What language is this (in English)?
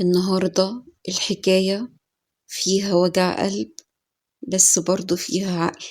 Egyptian Arabic